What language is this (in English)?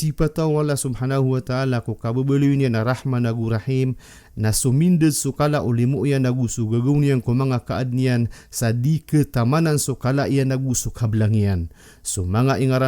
Maranao